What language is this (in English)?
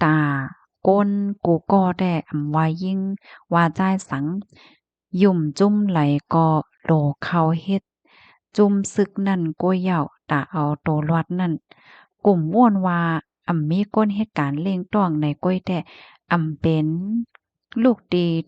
Shan